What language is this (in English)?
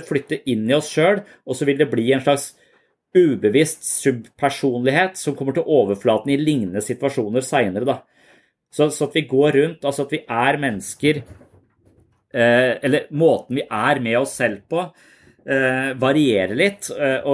Norwegian